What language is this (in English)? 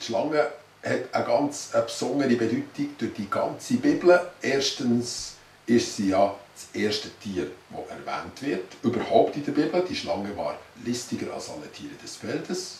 Swiss German